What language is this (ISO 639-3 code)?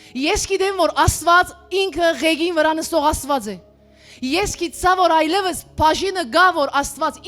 hyw